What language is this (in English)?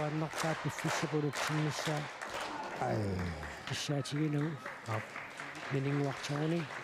Kalaallisut